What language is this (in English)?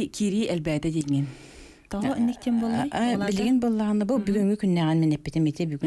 Yakut